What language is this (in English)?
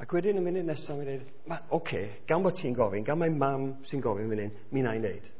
Welsh